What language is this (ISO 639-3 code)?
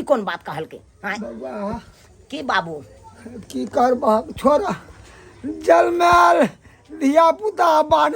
mai